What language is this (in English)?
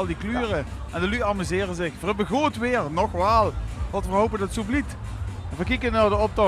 Limburgish